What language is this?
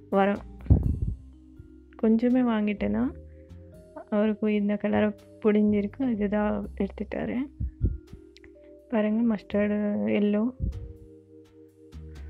Tamil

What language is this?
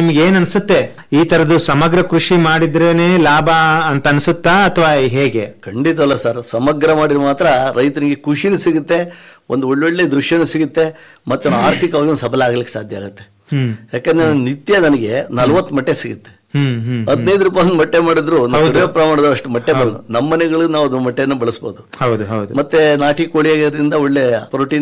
Kannada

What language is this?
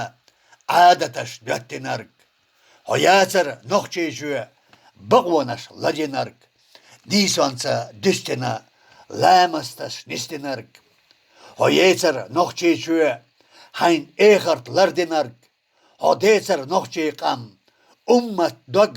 Chechen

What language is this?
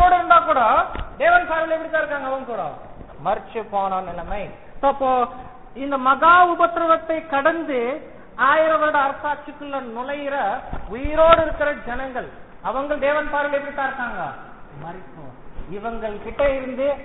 Tamil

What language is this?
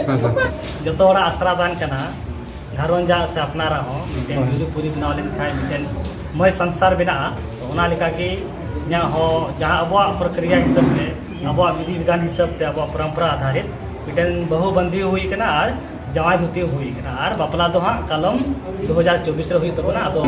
Santali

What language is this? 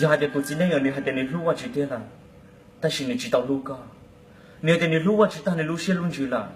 Hmong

